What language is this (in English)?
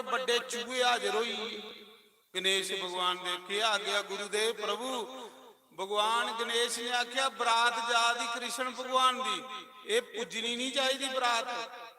Dogri